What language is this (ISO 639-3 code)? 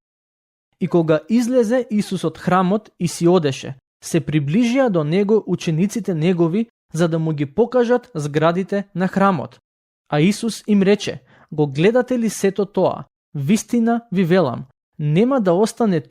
mkd